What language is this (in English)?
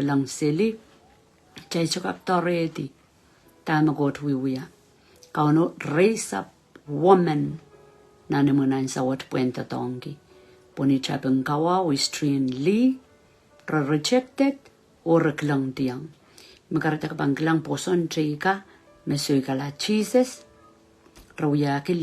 Pohnpeian